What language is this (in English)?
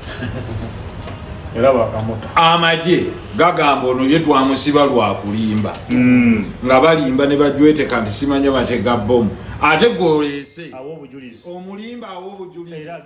Ganda